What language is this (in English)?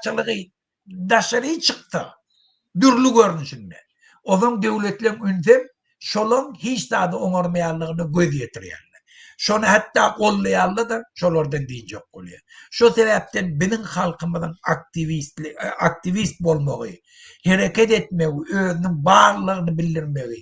Turkmen